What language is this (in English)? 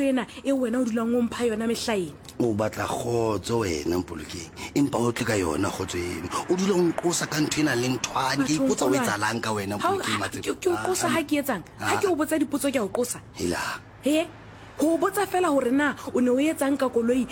Southern Sotho